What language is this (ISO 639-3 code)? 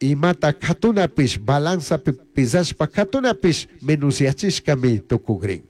qug